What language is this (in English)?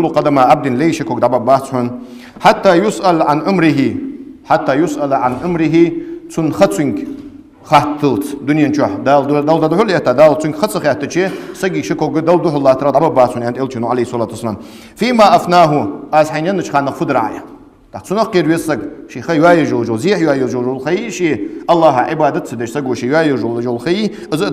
Ingush